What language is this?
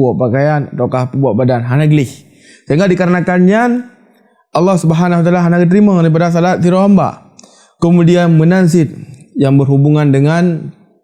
Achinese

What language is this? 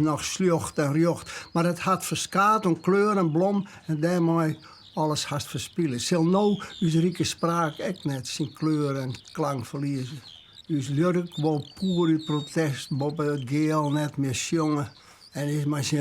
Western Frisian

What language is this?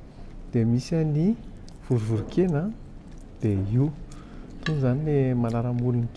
Malagasy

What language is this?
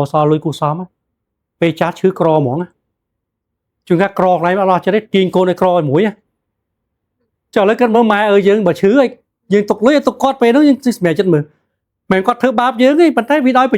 Khmer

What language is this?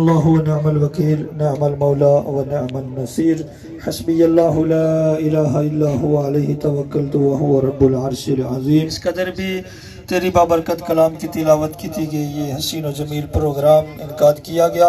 Pahari-Potwari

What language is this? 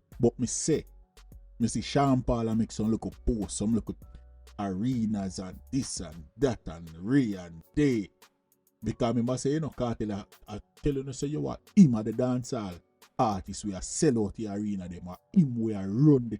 Jamaican Creole English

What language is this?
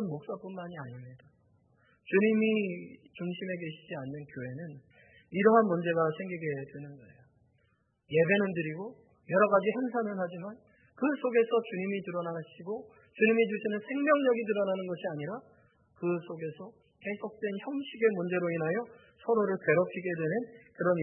Korean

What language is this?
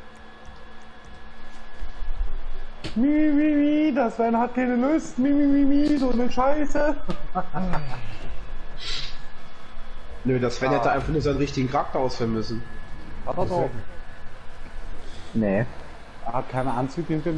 German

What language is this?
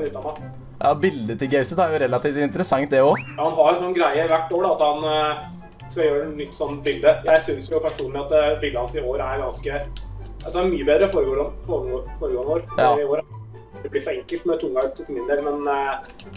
Norwegian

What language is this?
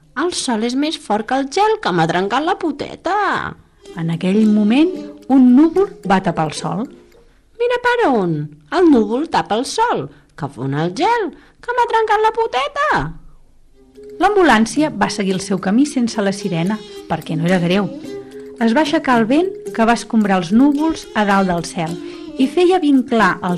Catalan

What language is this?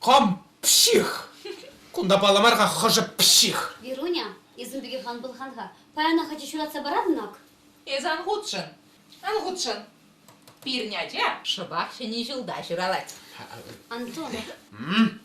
Chuvash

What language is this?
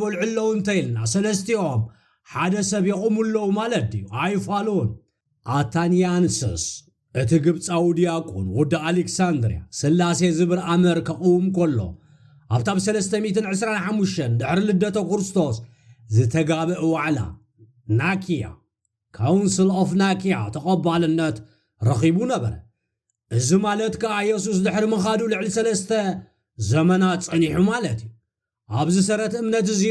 Tigrinya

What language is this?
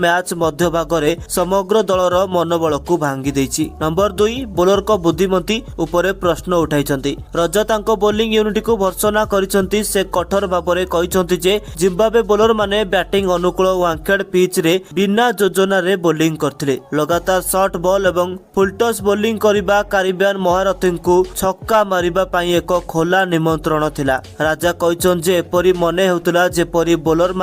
Odia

